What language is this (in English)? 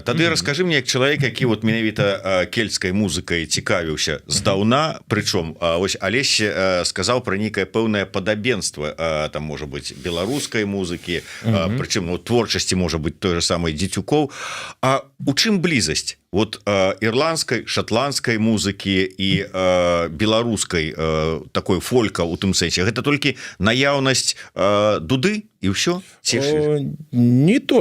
Belarusian